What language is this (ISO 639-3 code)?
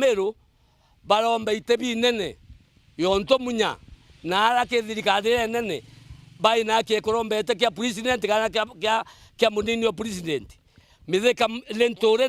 mer